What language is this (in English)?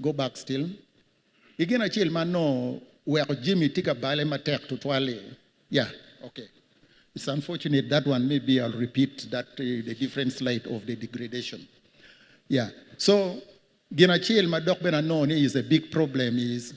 Acoli